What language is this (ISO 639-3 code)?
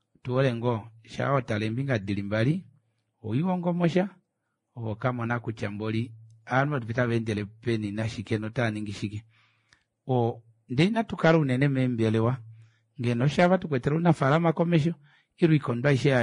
kua